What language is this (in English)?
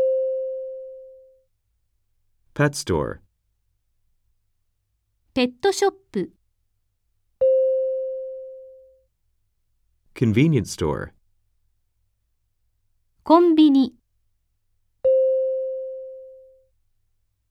Japanese